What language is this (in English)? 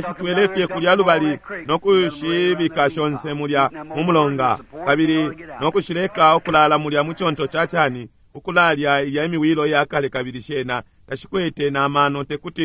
Bemba